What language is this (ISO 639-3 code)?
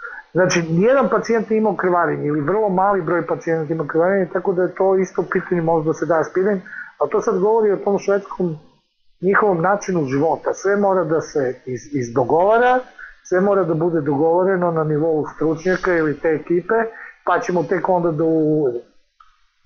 srp